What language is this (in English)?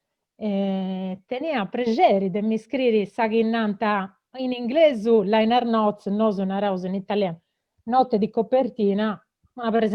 Sardinian